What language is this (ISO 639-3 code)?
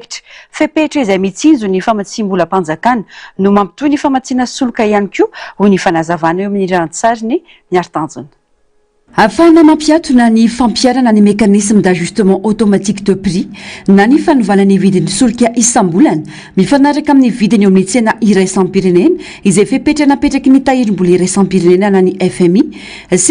mlg